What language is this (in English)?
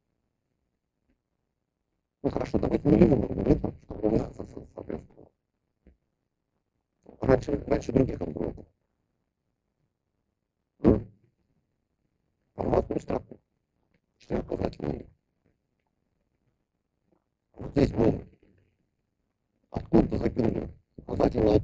Russian